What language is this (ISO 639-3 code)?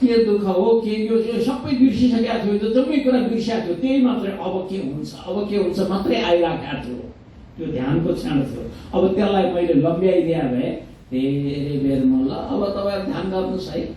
nep